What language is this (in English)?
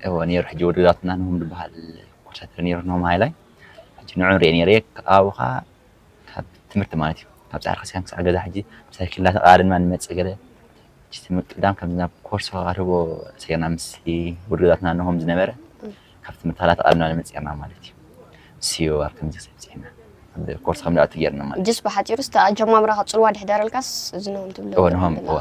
Tigrinya